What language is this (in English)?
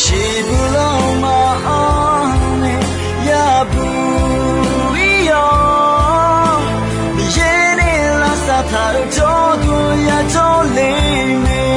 Akha